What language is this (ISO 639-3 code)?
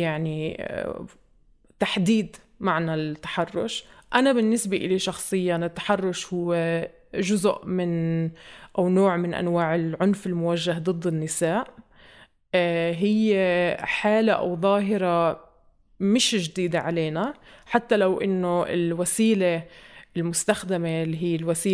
apc